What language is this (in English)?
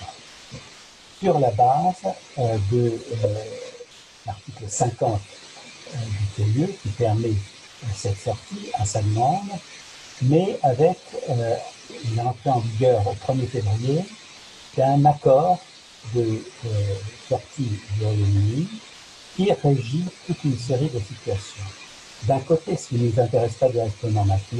French